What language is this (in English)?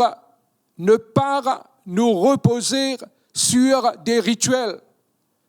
Morisyen